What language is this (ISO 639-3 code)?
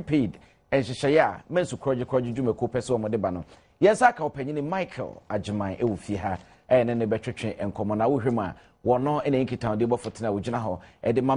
aka